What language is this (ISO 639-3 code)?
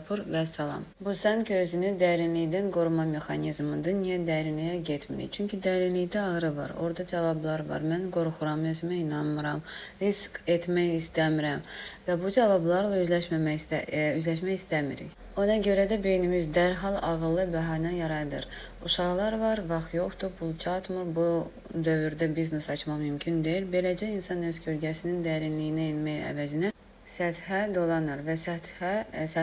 aze